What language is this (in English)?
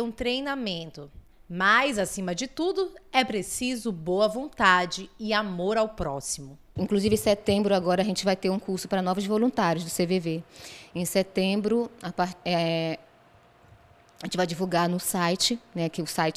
Portuguese